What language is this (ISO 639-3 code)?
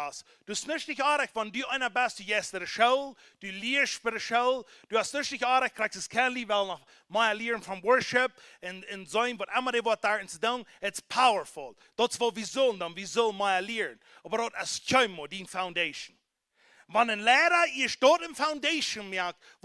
pdt